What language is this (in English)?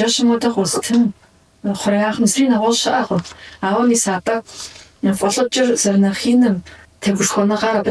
Kabardian